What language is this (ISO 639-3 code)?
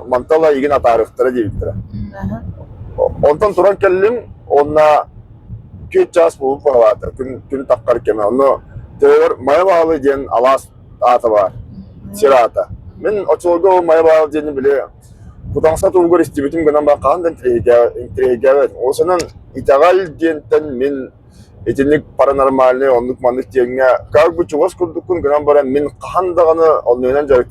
sah